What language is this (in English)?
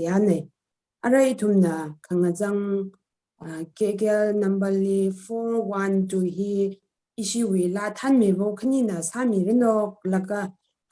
Tangkhul Naga (India)